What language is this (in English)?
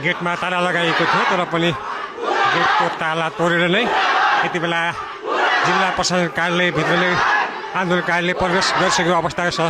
Nepali